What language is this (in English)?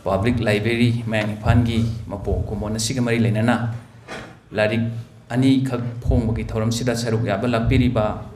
Manipuri